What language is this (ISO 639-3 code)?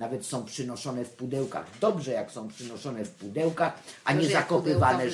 pol